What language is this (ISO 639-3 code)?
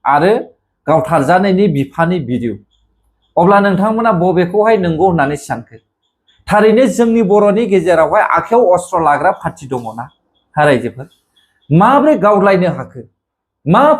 brx